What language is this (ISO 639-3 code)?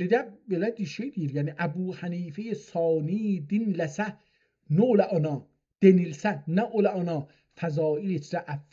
azb